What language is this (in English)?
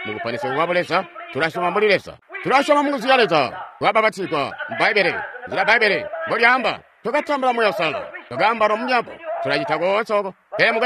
Tonga (Zambia)